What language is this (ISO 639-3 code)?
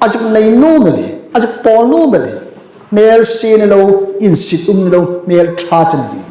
hmr